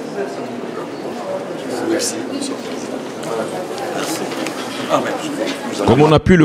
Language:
French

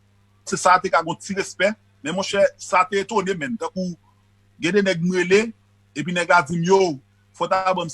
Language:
Haitian Creole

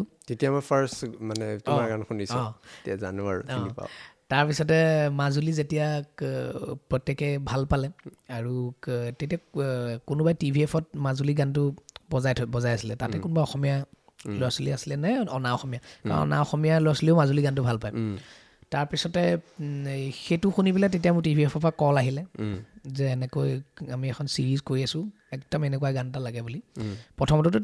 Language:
Assamese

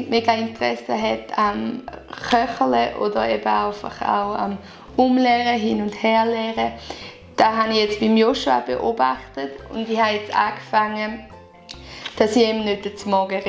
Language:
Swiss German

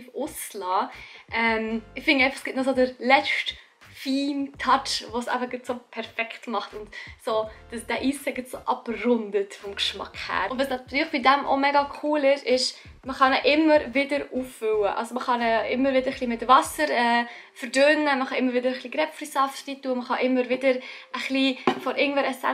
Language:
Swiss German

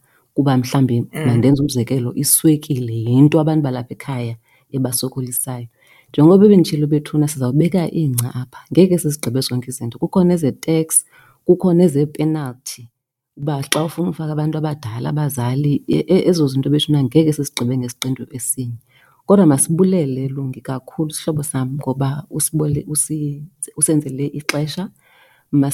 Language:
Xhosa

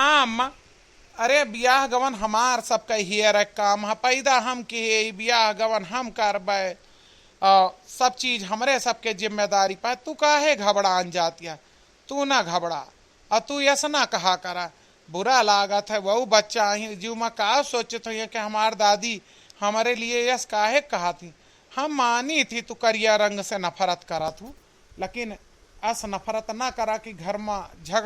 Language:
Awadhi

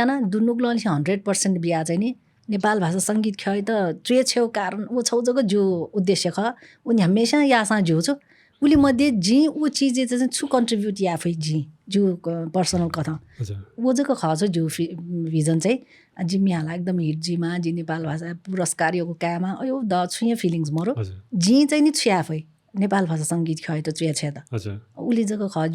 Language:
Newari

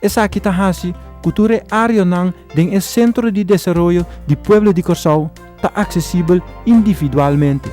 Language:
Papiamento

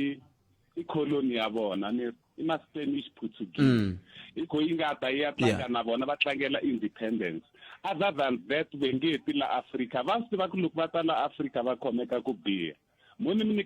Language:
Tsonga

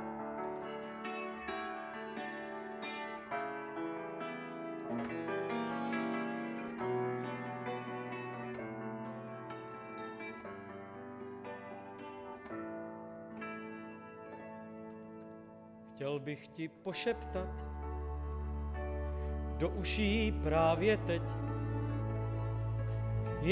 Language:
Czech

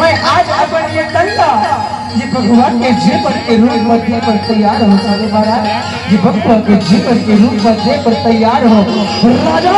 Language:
Chhattisgarhi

